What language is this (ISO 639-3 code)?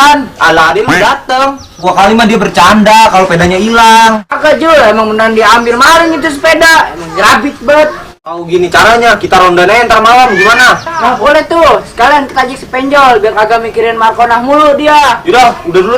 bew